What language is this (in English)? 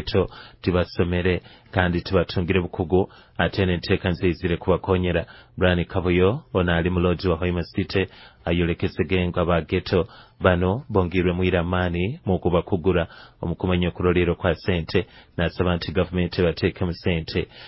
Nyoro